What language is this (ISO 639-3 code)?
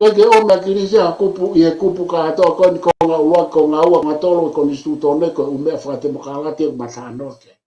ton